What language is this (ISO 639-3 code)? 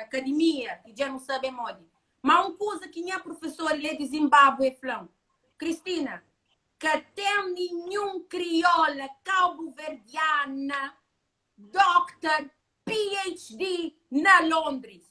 kea